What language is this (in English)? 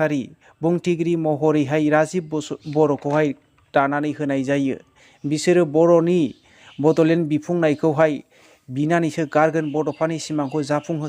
Bodo